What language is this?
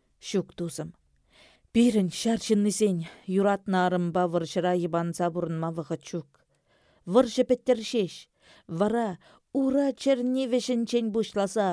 Chuvash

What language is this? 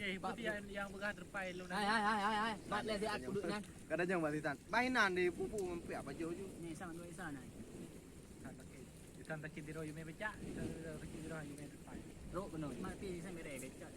Achinese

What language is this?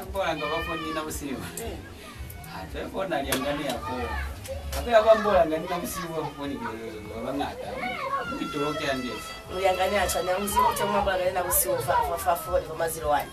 Lozi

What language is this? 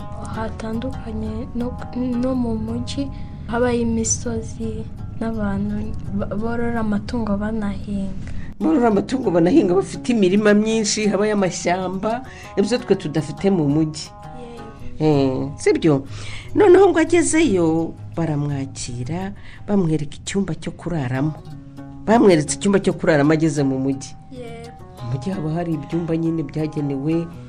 Kinyarwanda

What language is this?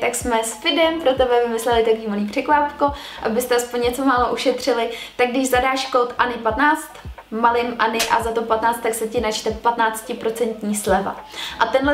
Czech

